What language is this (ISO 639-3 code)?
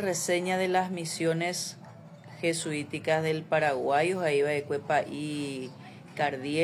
grn